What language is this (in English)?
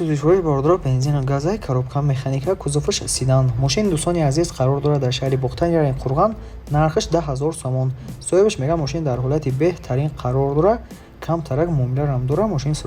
Tajik